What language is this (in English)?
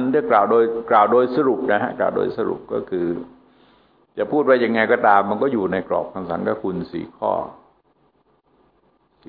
Thai